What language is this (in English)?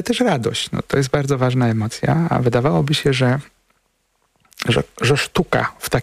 Polish